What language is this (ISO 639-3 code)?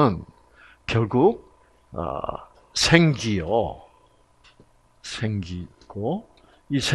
kor